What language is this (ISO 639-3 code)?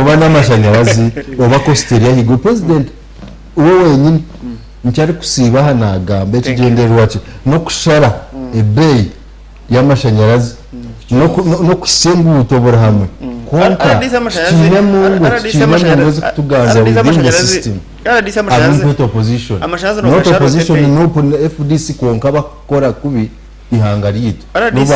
nyn